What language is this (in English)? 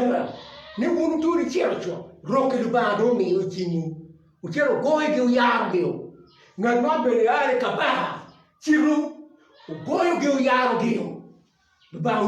Acoli